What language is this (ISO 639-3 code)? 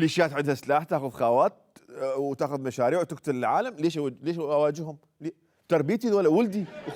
acm